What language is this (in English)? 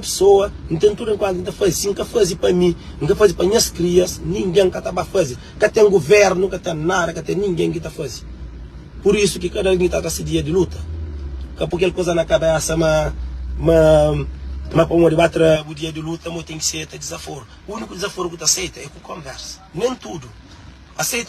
Kabuverdianu